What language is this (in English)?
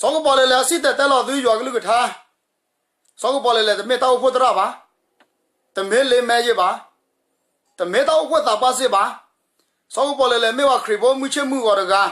S'gaw Karen